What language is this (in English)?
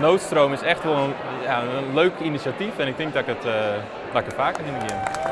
Western Frisian